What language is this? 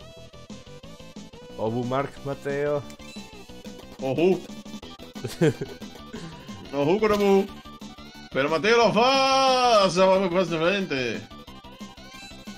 Spanish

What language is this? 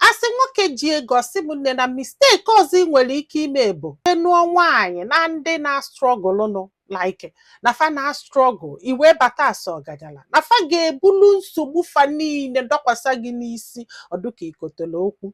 Igbo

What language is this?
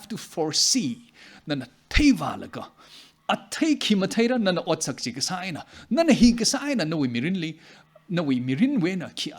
Tangkhul Naga (India)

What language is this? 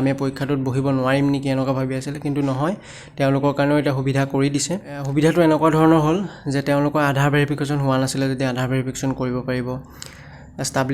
Assamese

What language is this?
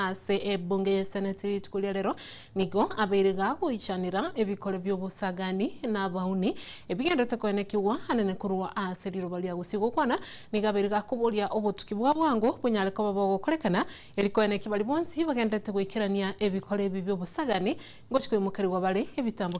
Gusii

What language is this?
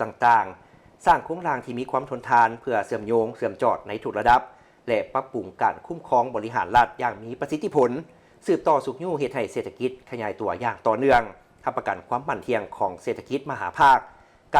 Lao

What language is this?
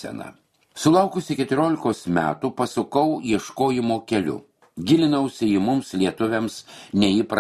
Lithuanian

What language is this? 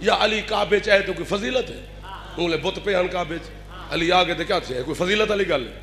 Saraiki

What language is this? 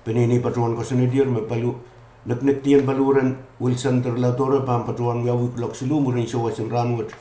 Pohnpeian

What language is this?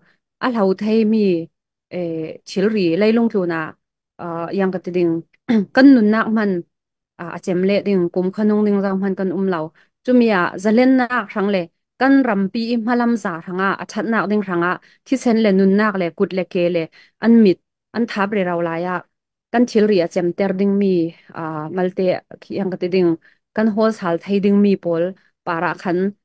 Falam Chin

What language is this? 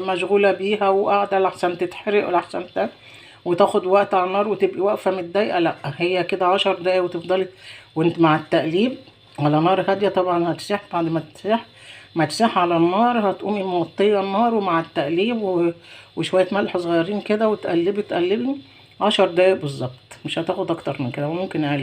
Egyptian Arabic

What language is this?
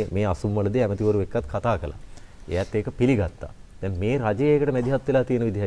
Sinhala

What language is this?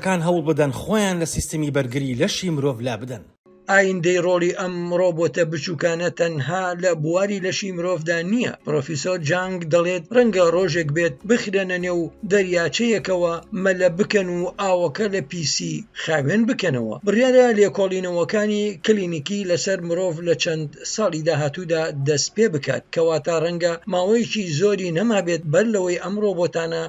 Central Kurdish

